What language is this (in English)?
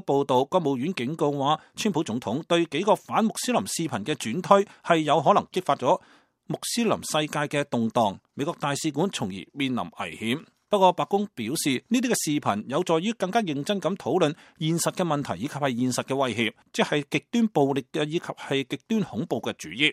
Cantonese